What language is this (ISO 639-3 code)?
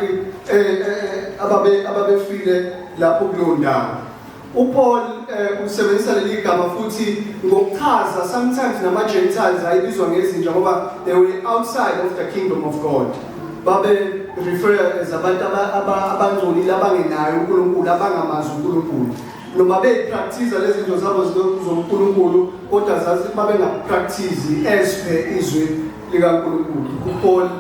zul